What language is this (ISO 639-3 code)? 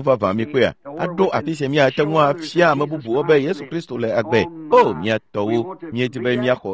ewe